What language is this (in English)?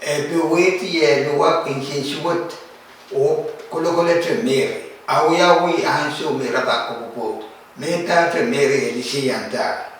Pohnpeian